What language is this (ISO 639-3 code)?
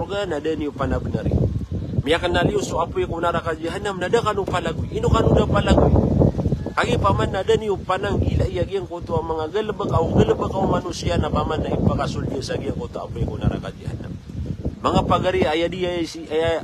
mrw